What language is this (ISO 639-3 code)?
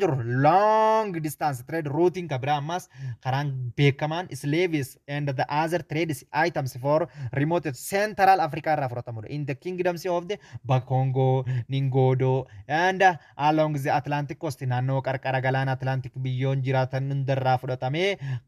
orm